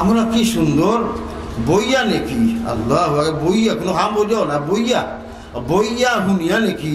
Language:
Sylheti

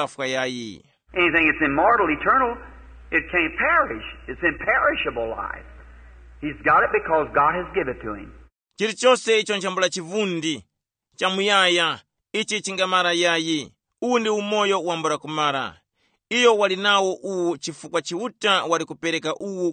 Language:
Tumbuka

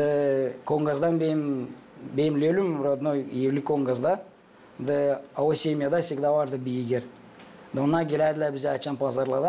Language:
Gagauz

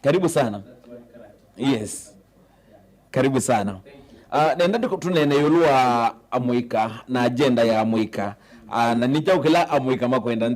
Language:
Kamba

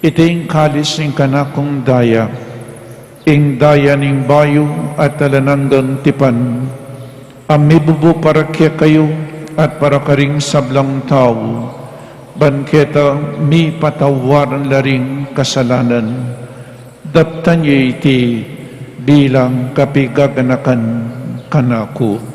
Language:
Pampanga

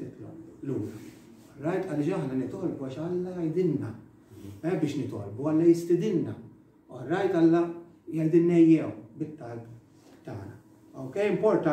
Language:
Maltese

